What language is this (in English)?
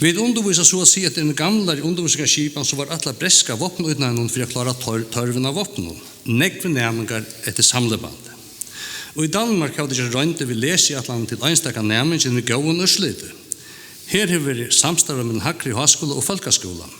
Faroese